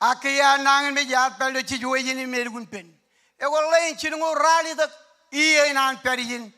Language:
Marshallese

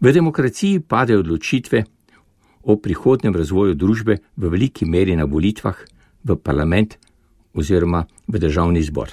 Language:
Slovenian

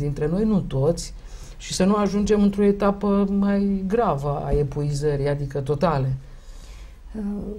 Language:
Romanian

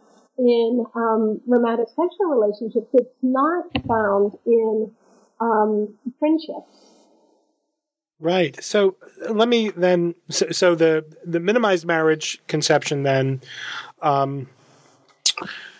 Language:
English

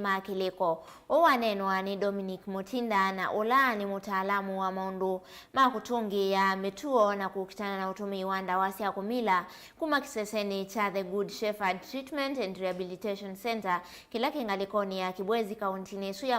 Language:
Kamba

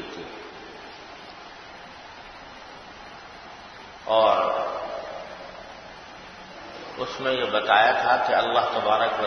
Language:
Urdu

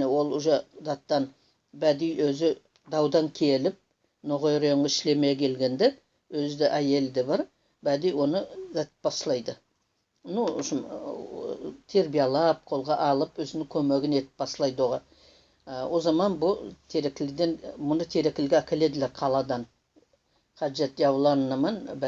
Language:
Nogai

